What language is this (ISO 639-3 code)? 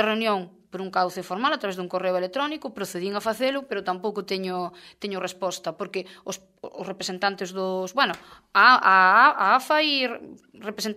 glg